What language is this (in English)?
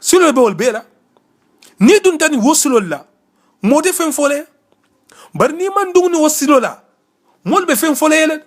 Mandingo